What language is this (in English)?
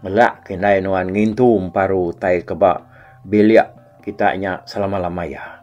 Iban